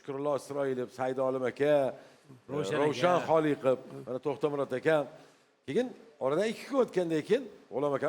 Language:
Uzbek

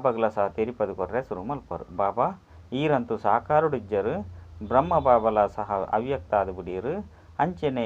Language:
Tulu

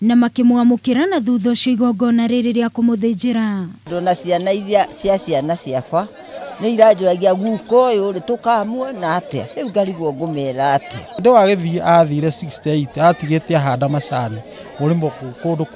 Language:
Kikuyu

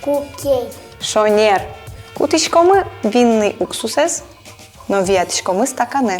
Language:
Udmurt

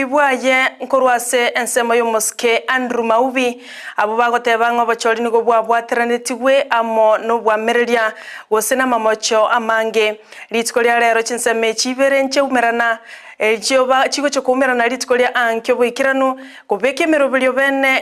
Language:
Gusii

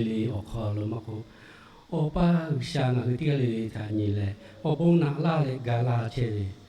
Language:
Lahu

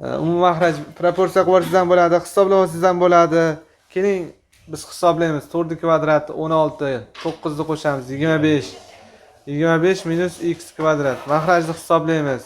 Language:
Uzbek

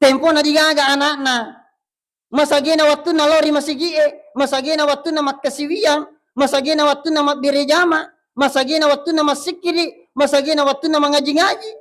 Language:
Buginese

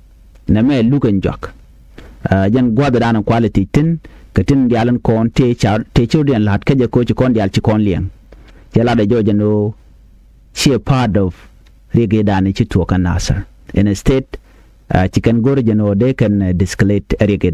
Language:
Nuer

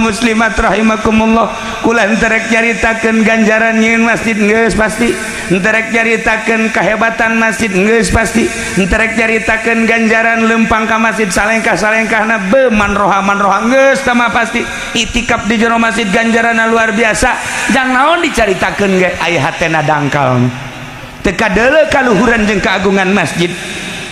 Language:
Sundanese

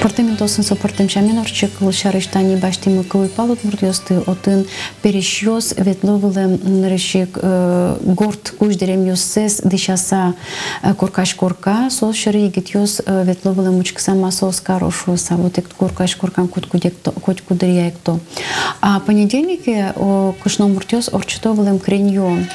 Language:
Udmurt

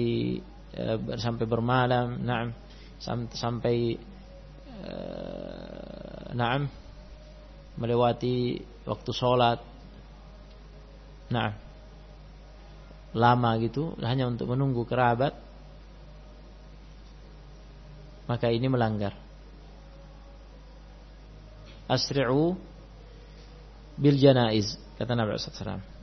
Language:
Indonesian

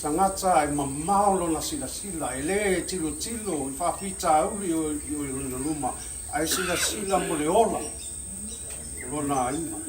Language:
Samoan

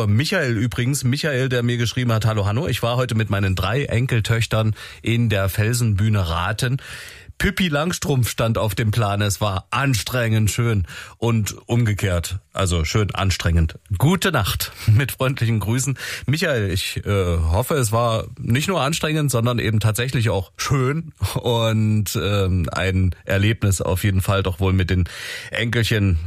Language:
German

